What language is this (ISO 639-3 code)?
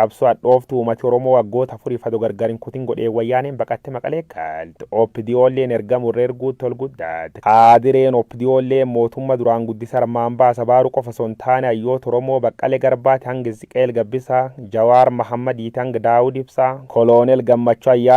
orm